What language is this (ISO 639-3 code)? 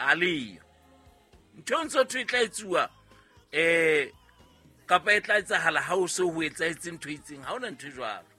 sot